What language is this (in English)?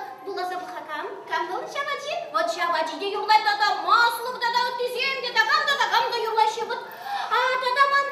Chuvash